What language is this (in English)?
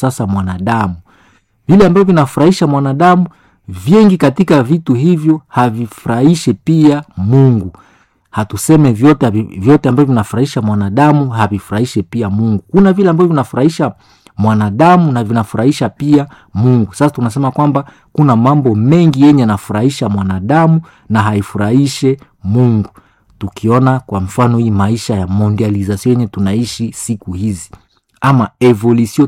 Swahili